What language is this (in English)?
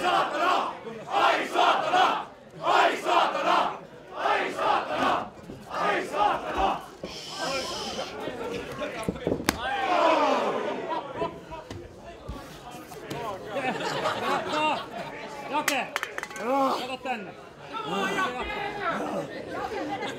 Finnish